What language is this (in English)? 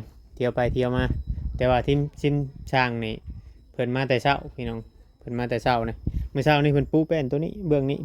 Northeastern Thai